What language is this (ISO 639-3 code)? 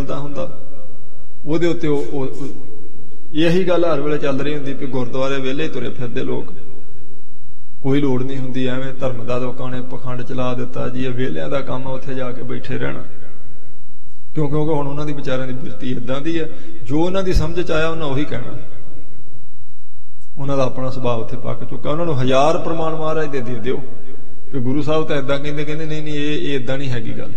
pan